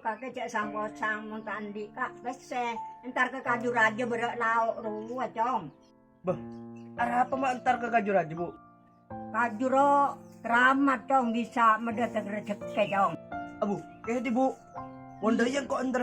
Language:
Madurese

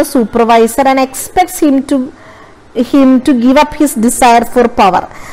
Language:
Malayalam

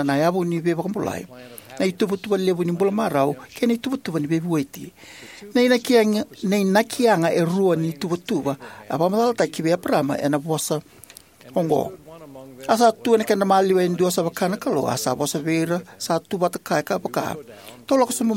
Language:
Fijian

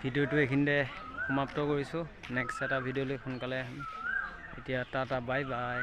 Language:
Assamese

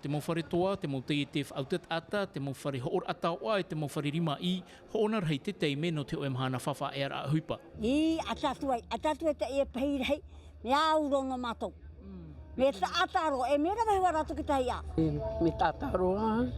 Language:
Tahitian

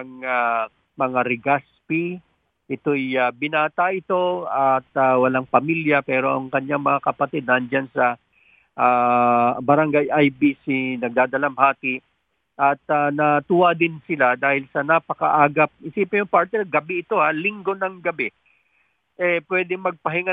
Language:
Filipino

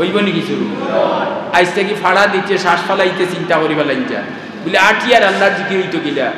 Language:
Sylheti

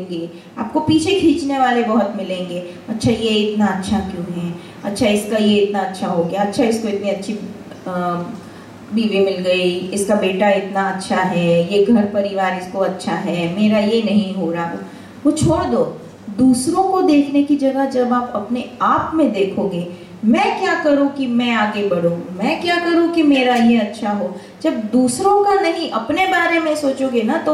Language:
Hindi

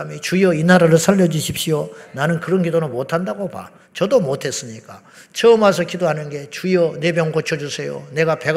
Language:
Korean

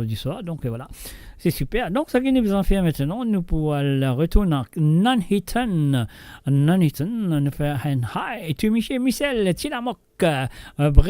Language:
Morisyen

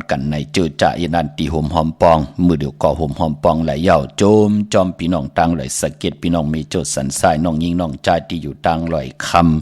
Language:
Shan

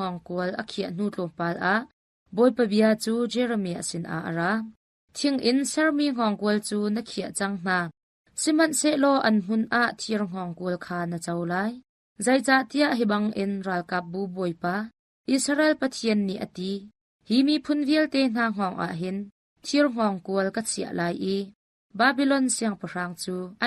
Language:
Hakha Chin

